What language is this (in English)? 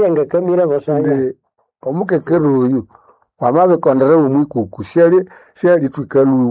Nande